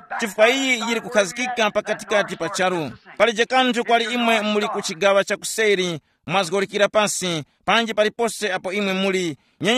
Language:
Tumbuka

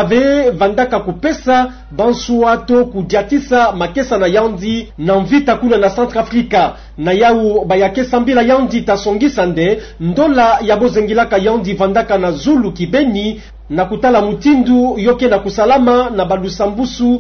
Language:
Kituba (Democratic Republic of Congo)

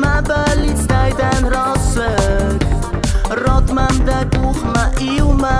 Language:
Ossetic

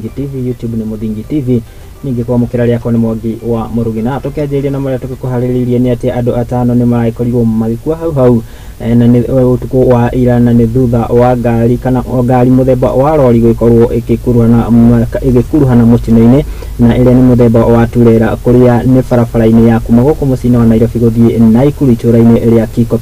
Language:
Kikuyu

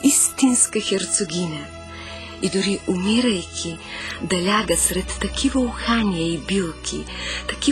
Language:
Bulgarian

